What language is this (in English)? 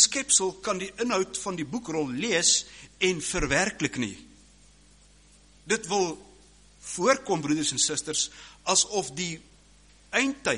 Afrikaans